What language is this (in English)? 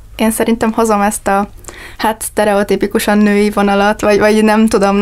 Hungarian